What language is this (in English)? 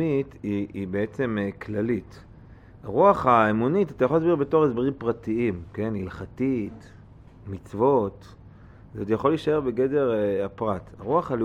Hebrew